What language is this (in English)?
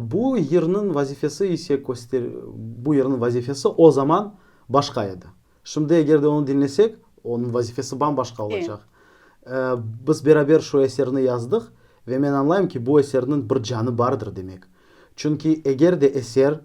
Crimean Tatar